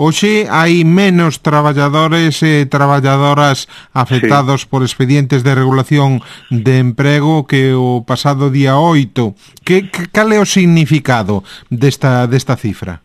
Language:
Galician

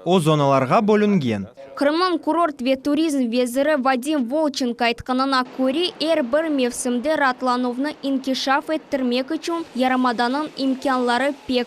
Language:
Crimean Tatar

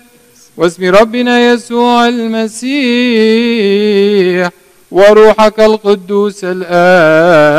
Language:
Arabic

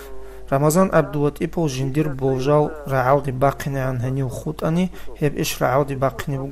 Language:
Avaric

